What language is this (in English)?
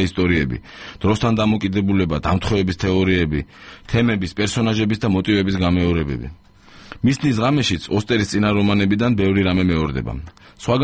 Georgian